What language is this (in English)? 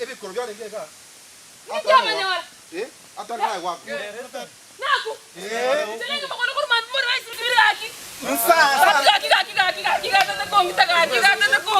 Gusii